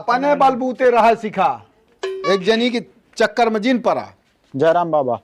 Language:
Awadhi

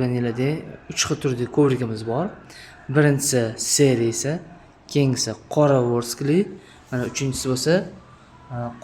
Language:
Uzbek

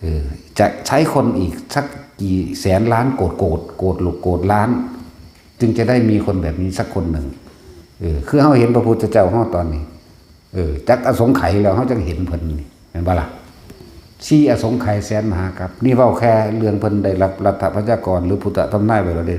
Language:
Northeastern Thai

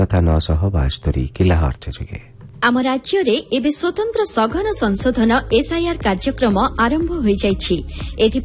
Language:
Odia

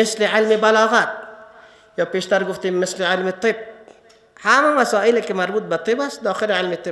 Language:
Persian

